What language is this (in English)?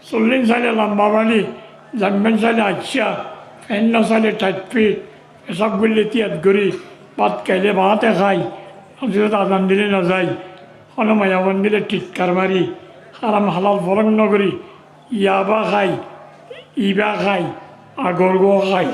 Rohingya